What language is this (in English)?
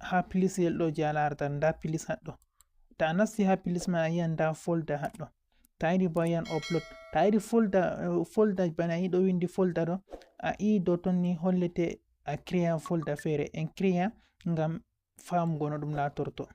Fula